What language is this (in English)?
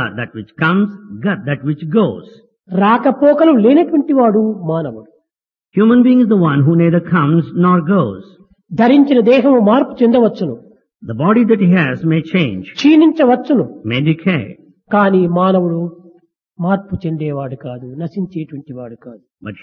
Telugu